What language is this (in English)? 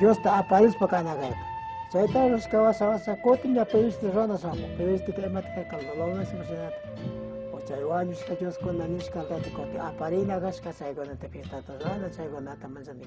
Chimborazo Highland Quichua